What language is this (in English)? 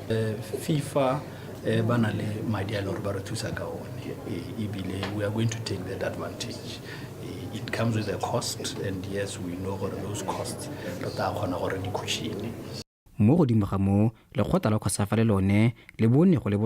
Tswana